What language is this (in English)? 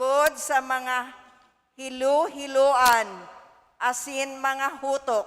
Bikol